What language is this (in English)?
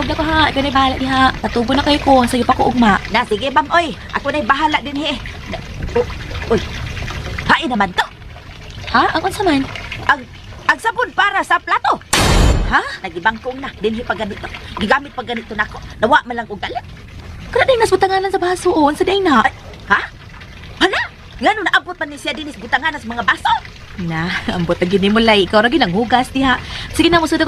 Cebuano